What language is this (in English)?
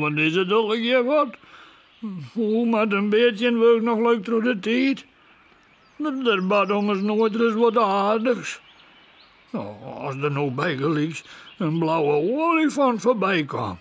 Western Frisian